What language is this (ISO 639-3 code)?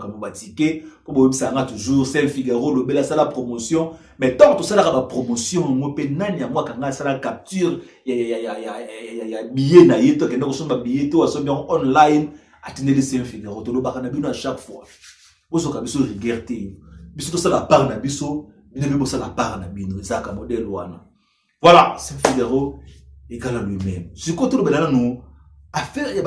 lin